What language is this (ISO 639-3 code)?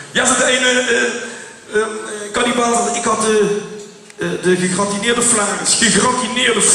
lim